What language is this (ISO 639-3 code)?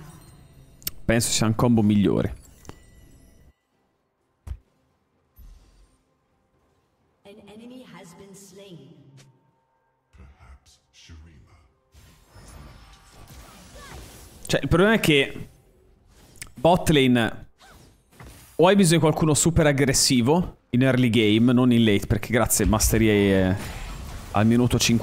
ita